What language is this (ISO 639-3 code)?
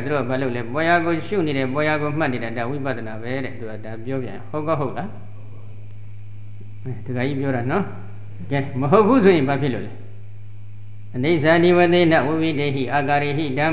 mya